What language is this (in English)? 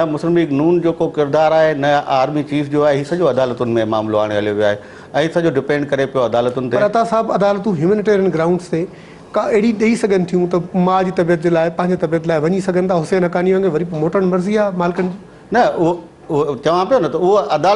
Sindhi